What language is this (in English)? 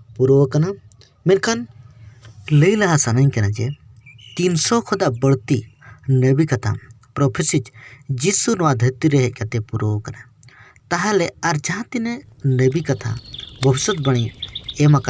Santali